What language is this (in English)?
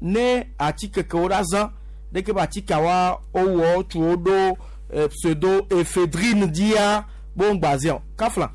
Gen